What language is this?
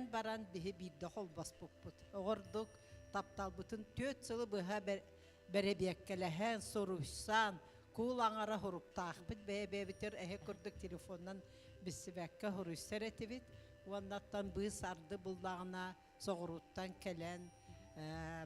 Yakut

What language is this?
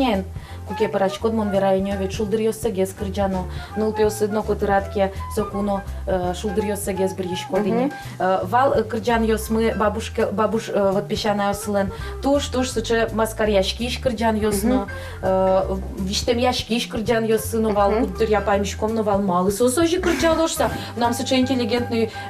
Udmurt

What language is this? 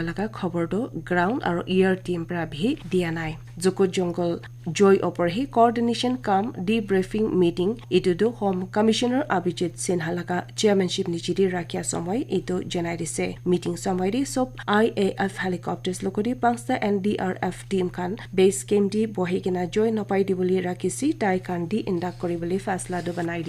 Naga Pidgin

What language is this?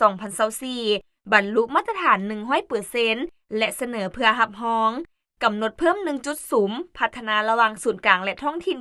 Lao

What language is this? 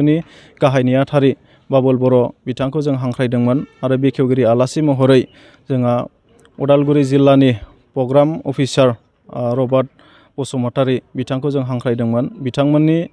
Bodo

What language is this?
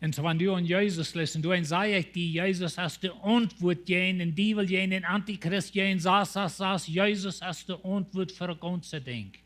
Plautdietsch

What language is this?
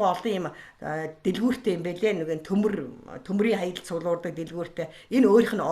Mongolian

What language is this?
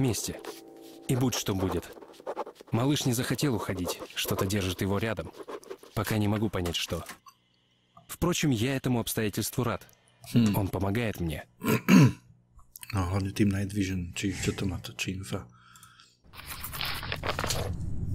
Slovak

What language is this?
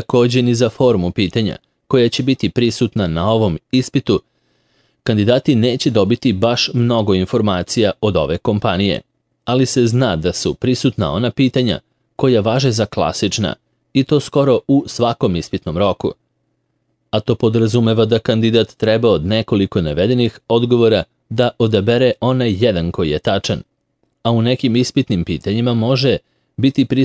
Serbian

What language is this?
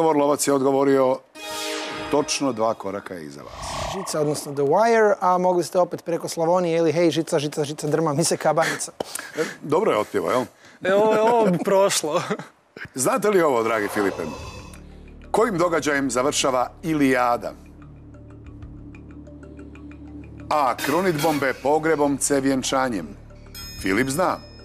Croatian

